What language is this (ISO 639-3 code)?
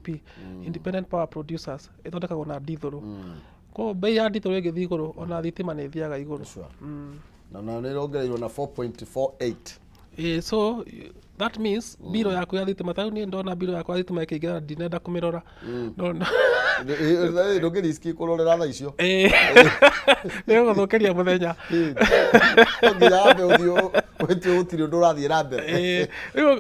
kik